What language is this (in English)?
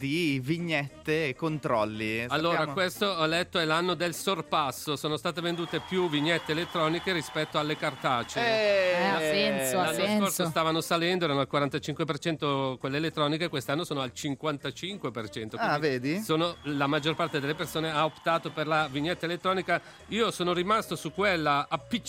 Italian